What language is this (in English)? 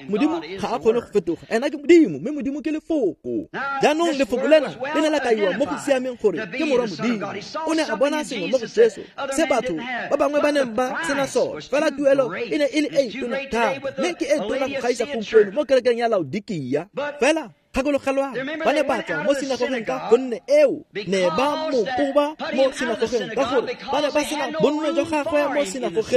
Tswana